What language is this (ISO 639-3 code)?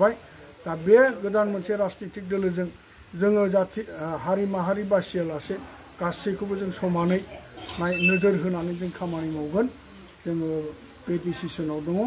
brx